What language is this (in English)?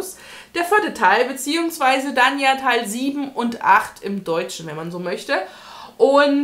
German